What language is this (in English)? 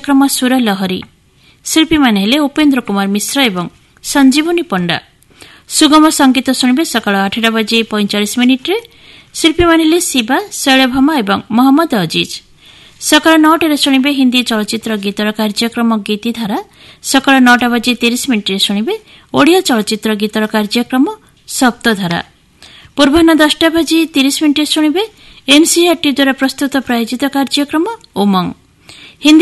Odia